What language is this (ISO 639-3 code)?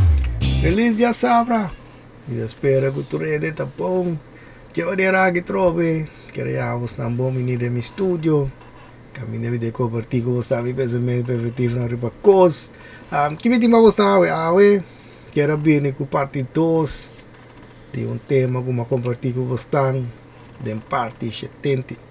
pap